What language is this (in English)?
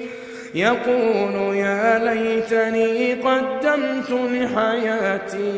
Arabic